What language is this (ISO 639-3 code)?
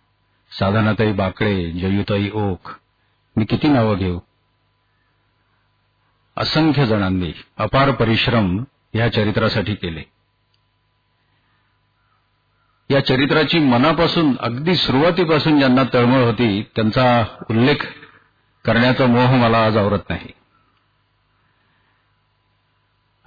mar